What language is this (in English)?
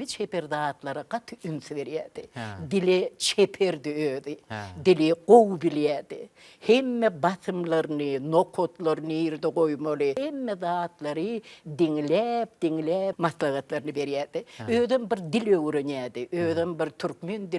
Turkmen